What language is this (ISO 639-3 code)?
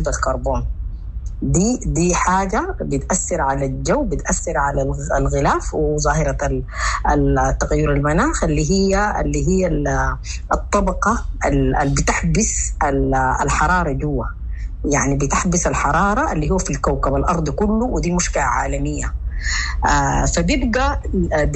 apd